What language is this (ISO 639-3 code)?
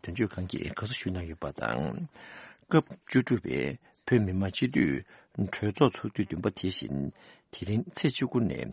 bod